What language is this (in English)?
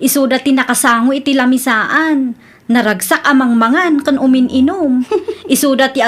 Iloko